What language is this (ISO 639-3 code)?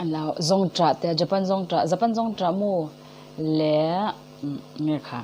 lus